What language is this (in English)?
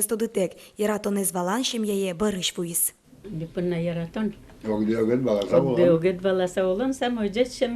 Udmurt